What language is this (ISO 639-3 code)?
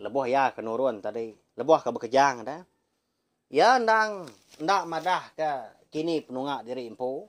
iba